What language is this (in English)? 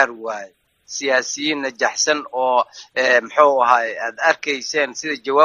Somali